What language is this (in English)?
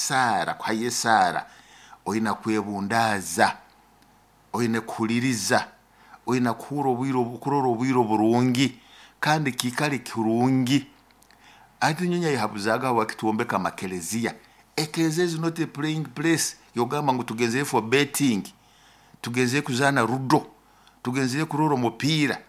Nyoro